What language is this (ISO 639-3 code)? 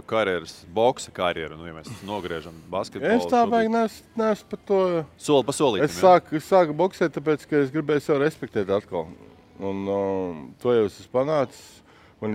lav